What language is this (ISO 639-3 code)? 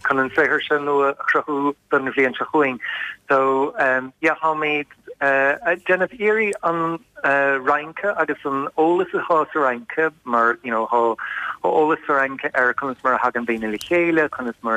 gle